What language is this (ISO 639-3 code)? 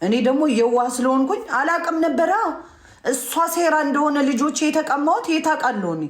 amh